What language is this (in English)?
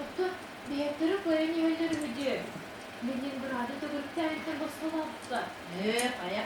Yakut